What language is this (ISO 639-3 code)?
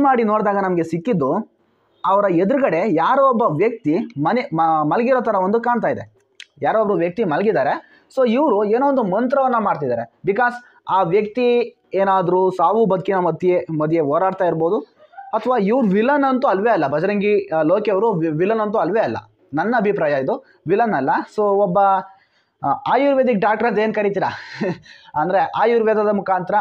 kan